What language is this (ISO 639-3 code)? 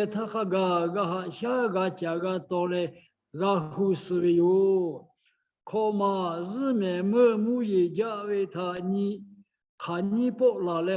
lhu